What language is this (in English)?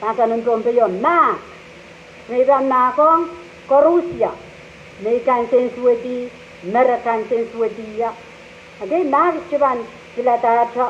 Pohnpeian